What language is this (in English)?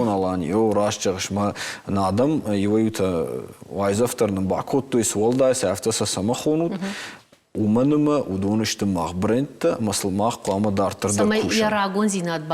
Ossetic